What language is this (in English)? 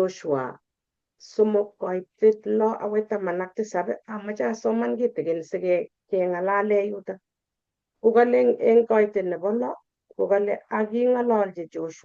Kalenjin